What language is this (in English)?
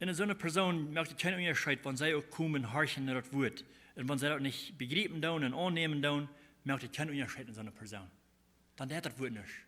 Plautdietsch